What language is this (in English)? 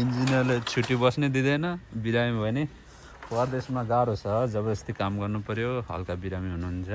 Nepali